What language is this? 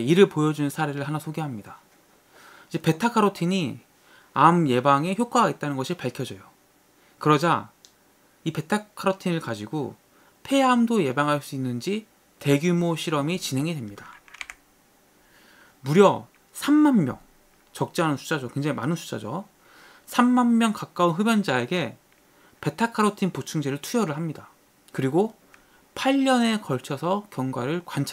Korean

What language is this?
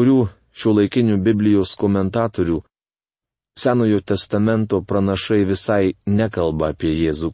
Lithuanian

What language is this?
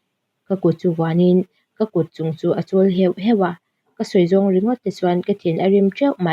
Mizo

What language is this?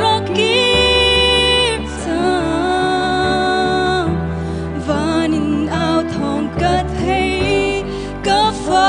Hakha Chin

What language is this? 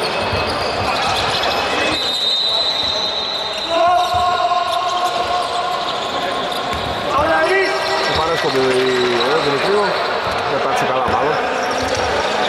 Greek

